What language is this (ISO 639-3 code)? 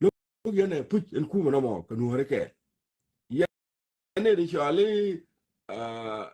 nus